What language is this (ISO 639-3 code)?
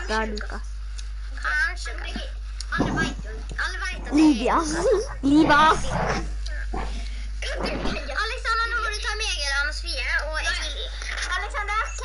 nor